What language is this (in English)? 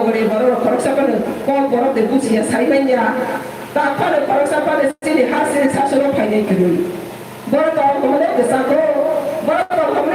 Kok Borok